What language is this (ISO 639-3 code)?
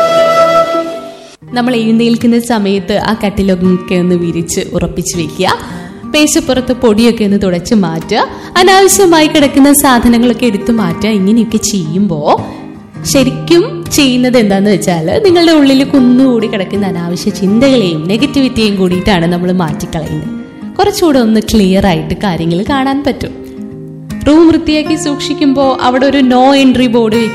mal